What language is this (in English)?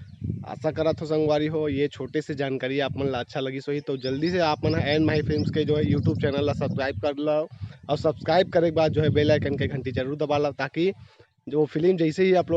Chhattisgarhi